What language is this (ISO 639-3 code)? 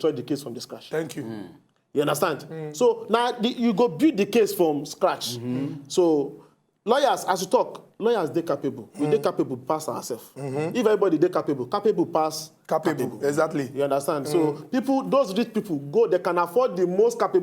pcm